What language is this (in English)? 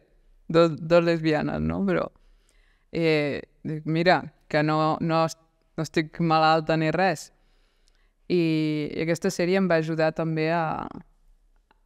Catalan